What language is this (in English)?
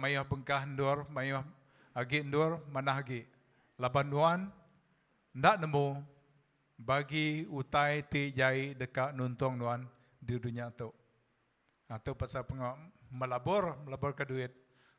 Iban